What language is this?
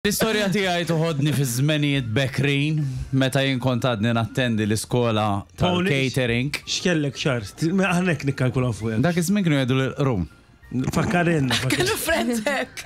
Maltese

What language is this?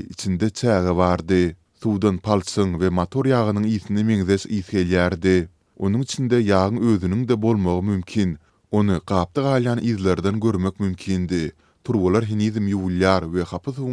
Turkmen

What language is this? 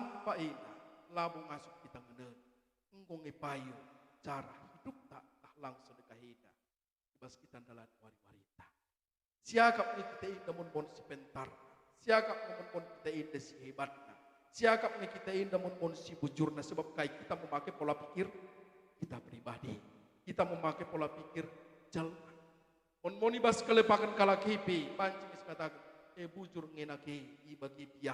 Batak Karo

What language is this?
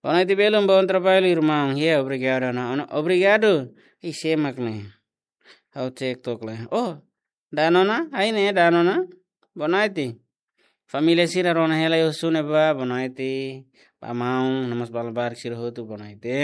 Tetum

